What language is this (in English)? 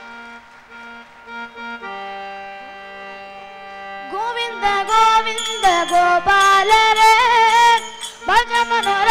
Kannada